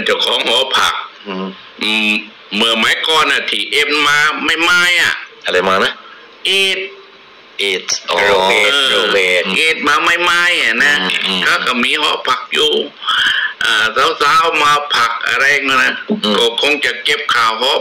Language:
Thai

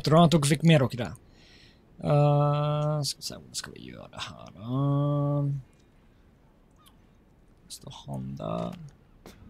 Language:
Norwegian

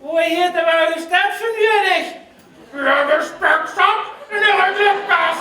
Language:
Limburgish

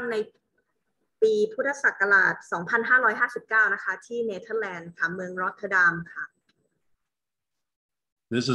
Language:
Thai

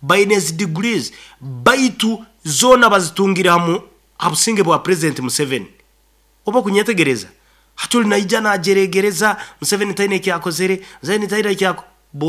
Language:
Nyoro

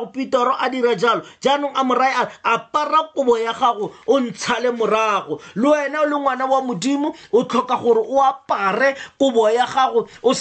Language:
Tswana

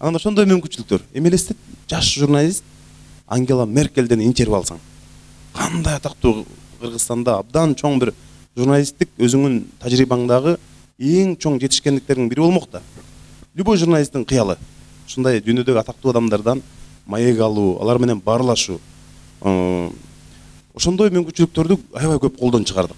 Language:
Kyrgyz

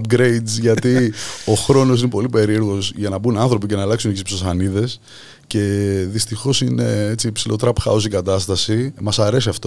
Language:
Greek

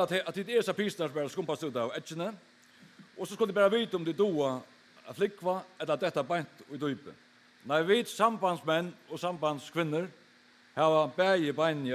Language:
Faroese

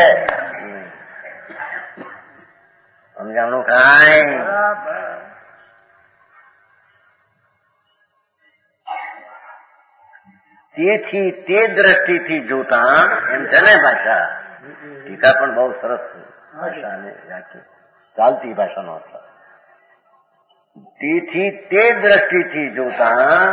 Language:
Gujarati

